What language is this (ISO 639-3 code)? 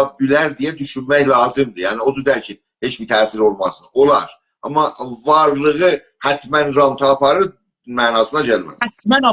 azb